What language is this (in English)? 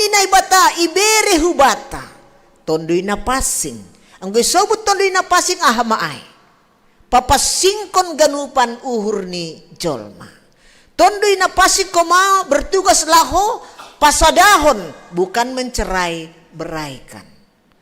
Batak Simalungun